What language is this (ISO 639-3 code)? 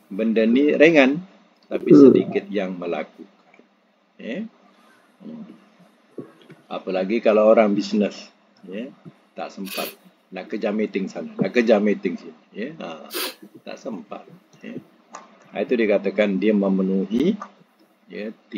msa